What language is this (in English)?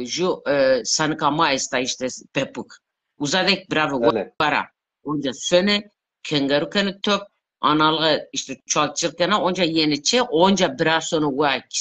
Zaza